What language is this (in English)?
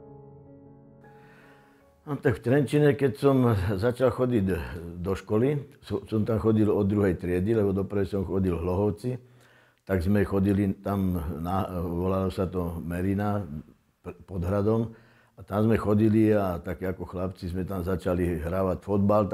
Slovak